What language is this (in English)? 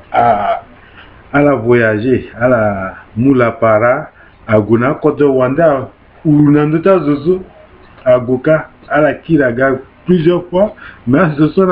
Sango